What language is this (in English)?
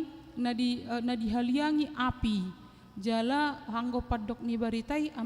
Batak Toba